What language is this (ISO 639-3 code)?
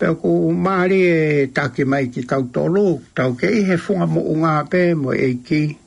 ton